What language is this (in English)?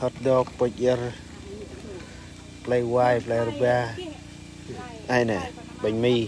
Central Mnong